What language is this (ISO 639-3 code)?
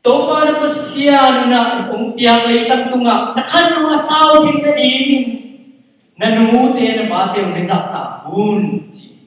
ctd